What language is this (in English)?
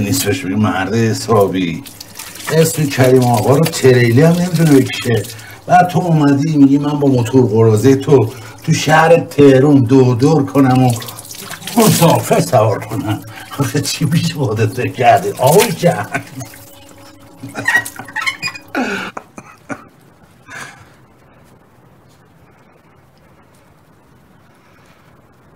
Persian